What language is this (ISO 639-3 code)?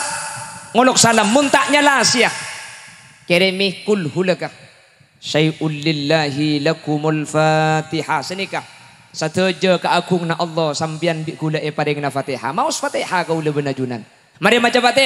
mad